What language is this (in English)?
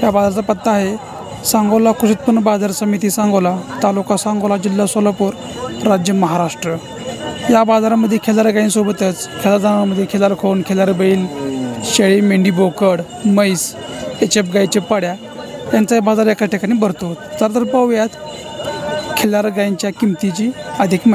Marathi